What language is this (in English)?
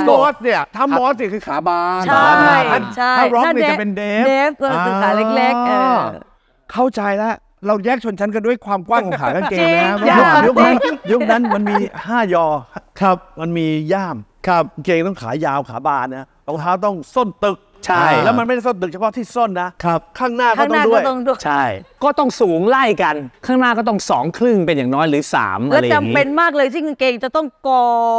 Thai